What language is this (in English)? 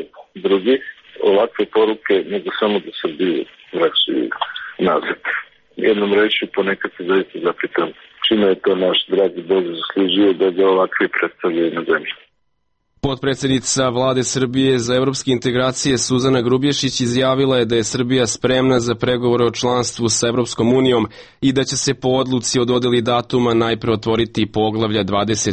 Serbian